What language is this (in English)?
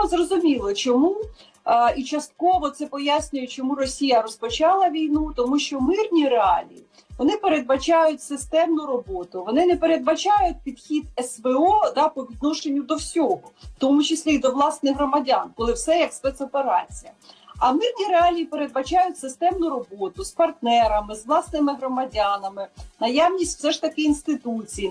Ukrainian